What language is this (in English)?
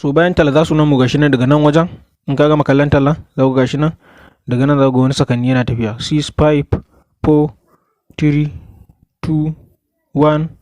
Hausa